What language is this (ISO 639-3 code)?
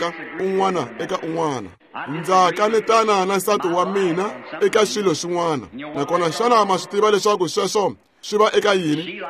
tso